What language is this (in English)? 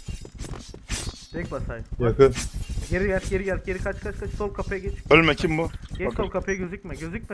Turkish